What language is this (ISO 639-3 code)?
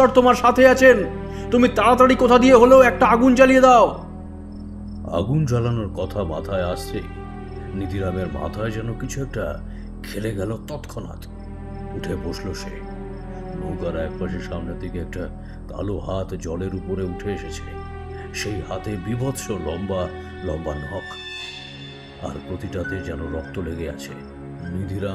ben